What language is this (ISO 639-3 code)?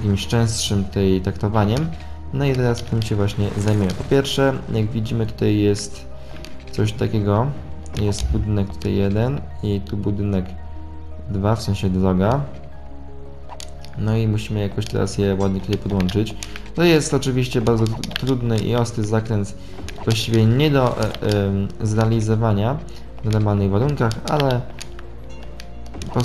pol